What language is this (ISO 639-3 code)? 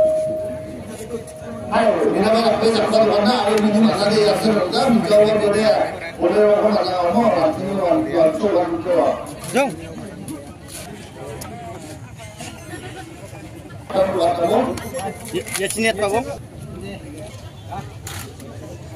grt